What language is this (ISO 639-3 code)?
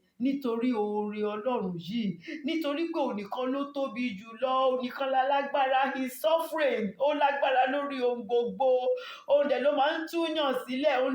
yor